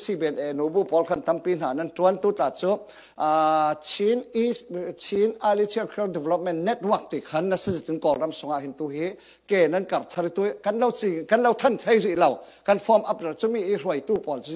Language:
Falam Chin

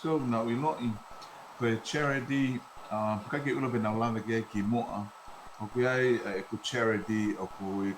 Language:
Tongan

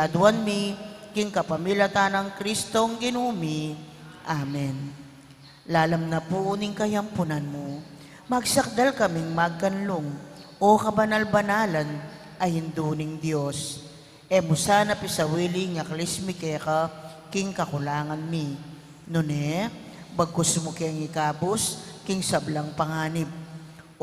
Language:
Pampanga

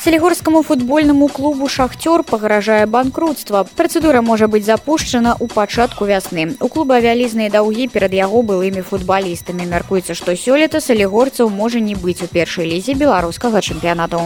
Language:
Belarusian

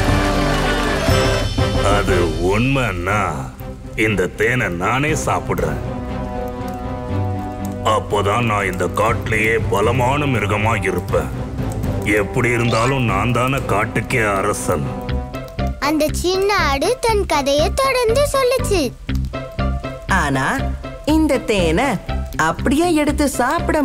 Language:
Tamil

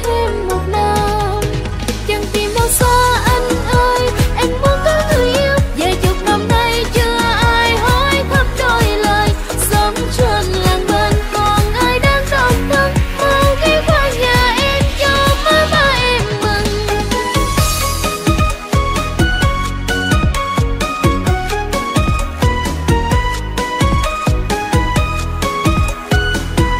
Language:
Vietnamese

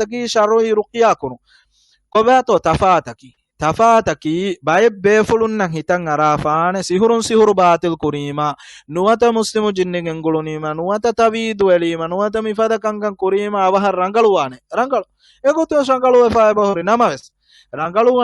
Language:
Divehi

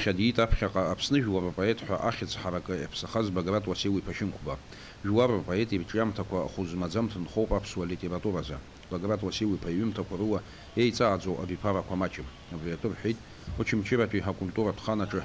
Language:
Abkhazian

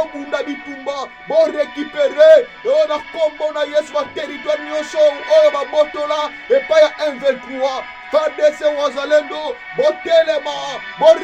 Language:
Lingala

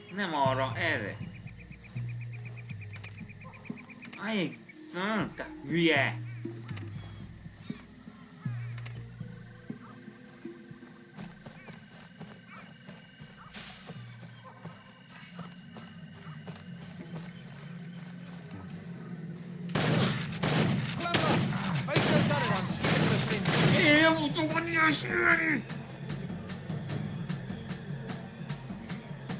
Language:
Hungarian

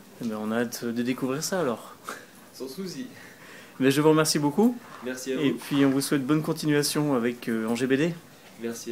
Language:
French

